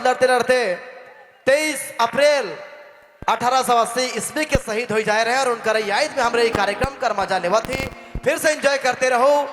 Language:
Sadri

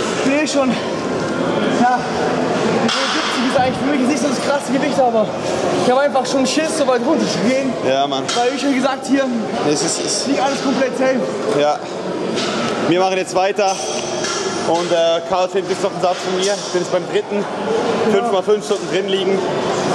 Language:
German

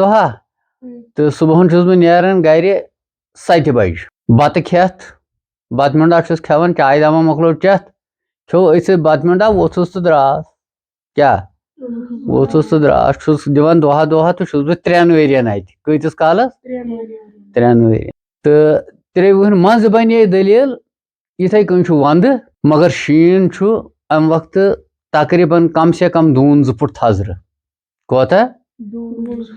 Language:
Kashmiri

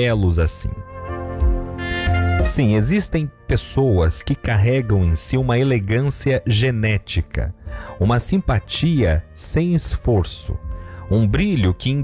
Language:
Portuguese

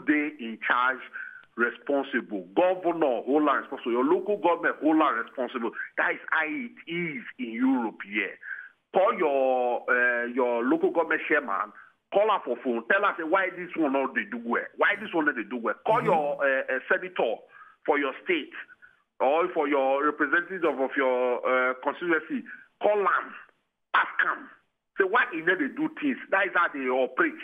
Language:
Nigerian Pidgin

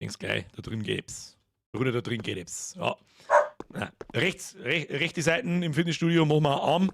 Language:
Bavarian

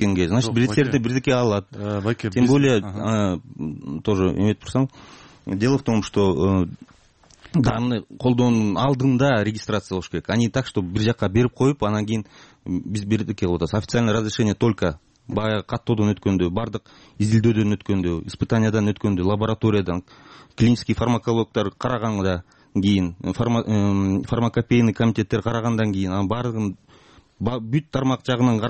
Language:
Kyrgyz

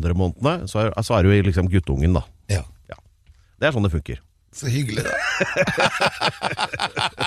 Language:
Norwegian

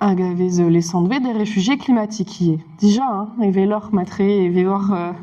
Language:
Breton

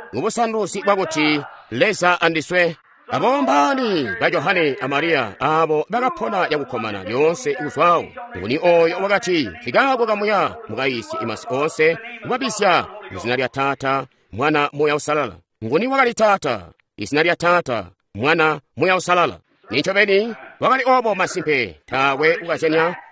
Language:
Tonga (Zambia)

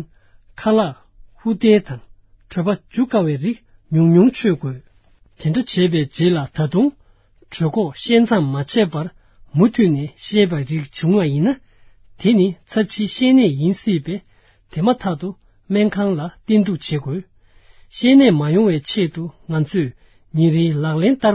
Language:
Tibetan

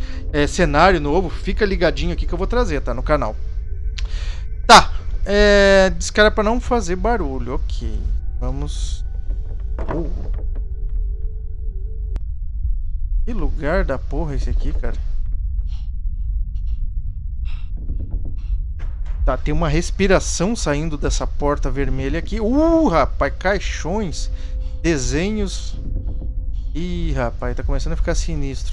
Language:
Portuguese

